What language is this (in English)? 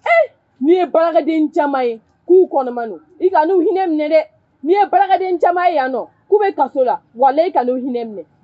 Bambara